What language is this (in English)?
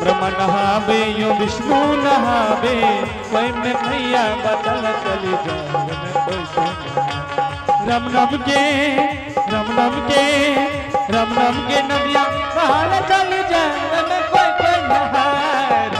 Angika